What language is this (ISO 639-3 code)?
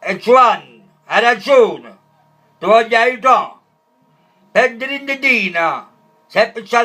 nap